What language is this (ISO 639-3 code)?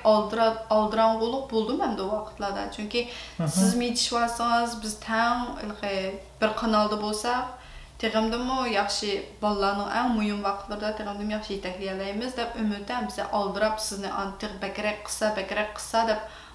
uig